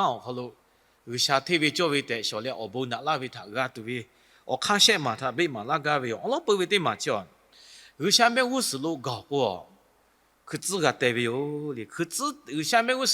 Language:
Lahu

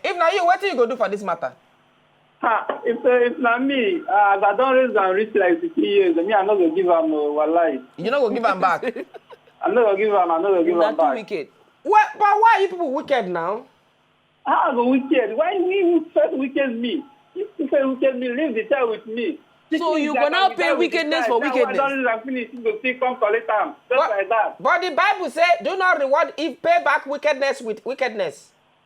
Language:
Nigerian Pidgin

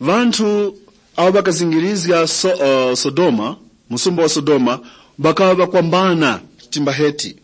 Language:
Tumbuka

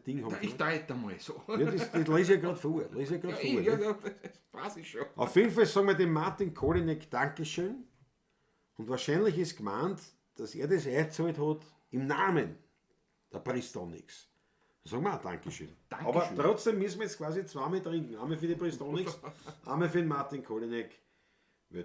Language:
Bavarian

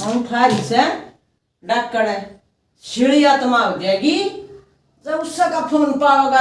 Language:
Haryanvi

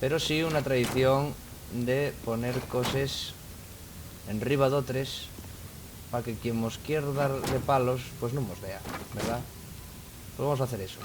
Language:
Asturian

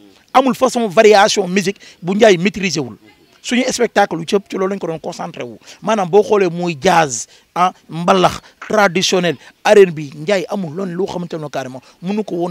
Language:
Wolof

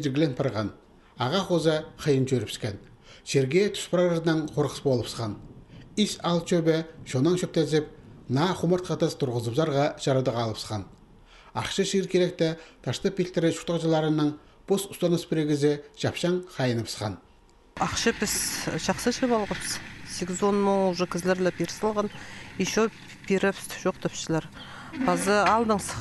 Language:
Khakas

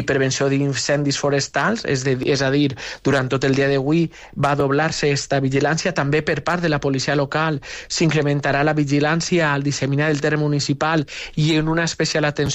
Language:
Catalan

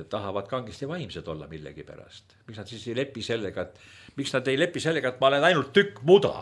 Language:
Estonian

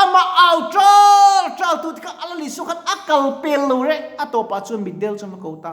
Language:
Mizo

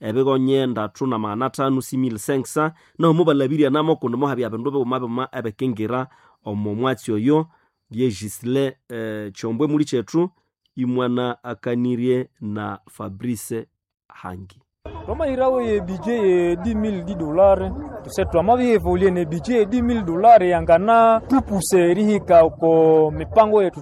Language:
Nande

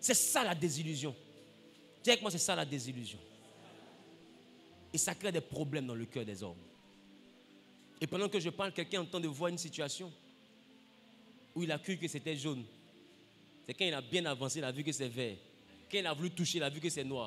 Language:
French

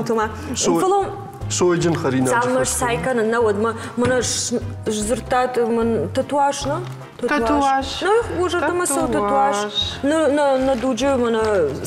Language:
Ossetic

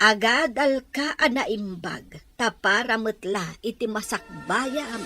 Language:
Iloko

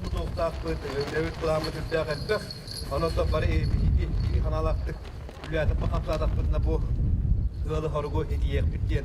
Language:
Yakut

